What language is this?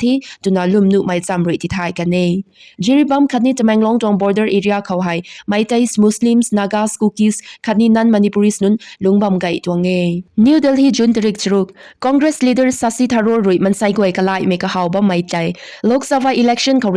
Rongmei Naga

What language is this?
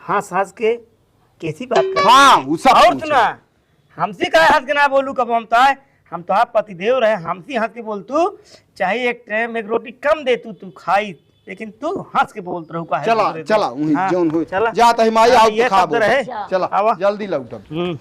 Awadhi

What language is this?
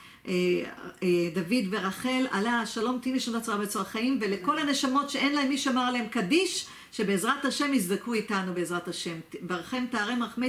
Hebrew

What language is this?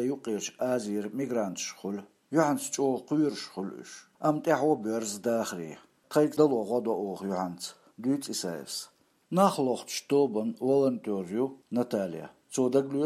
Chechen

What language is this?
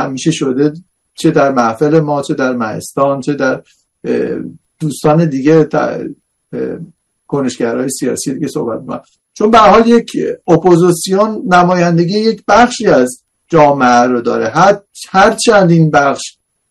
Persian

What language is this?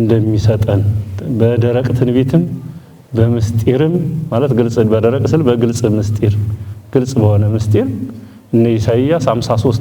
Amharic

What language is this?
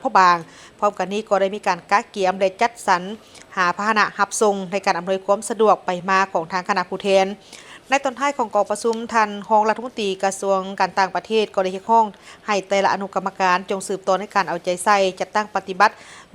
Lao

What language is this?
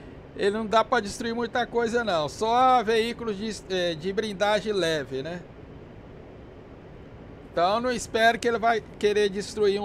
Portuguese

